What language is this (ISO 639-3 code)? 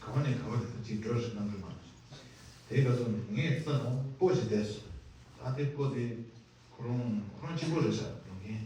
bod